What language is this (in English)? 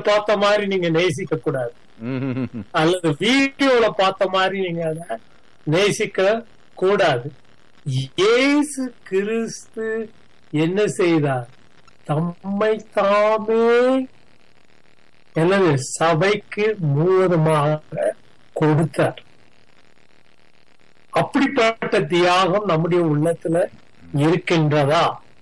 Tamil